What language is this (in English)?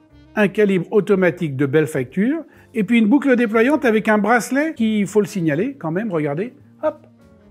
French